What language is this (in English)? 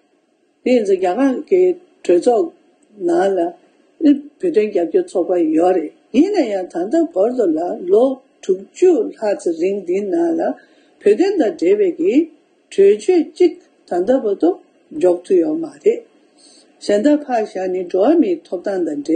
Tibetan